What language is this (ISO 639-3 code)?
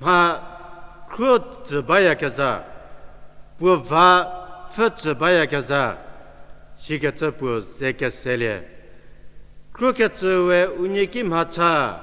njm